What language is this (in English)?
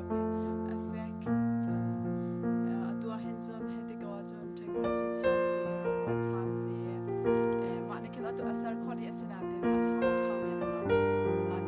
Hakha Chin